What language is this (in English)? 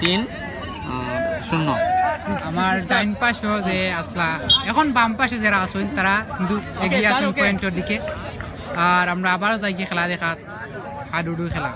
Sylheti